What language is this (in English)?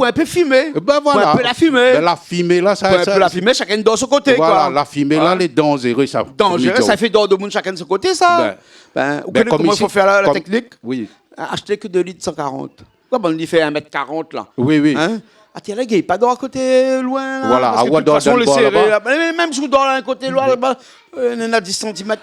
Réunion Creole French